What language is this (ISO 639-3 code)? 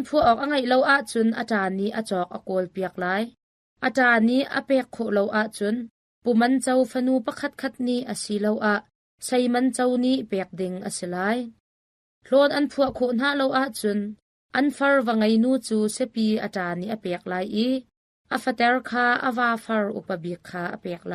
cnh